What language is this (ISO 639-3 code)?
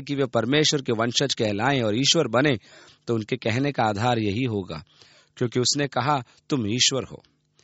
hin